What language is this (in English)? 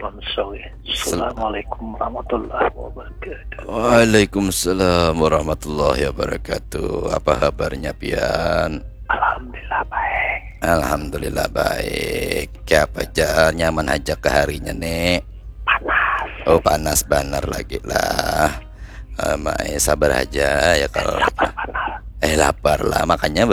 Banjar